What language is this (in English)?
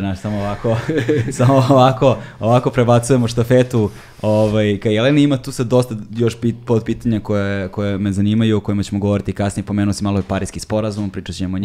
Serbian